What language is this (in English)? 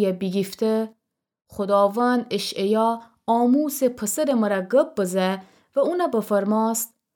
Gilaki